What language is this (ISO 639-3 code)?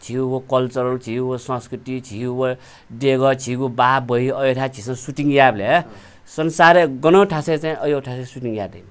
new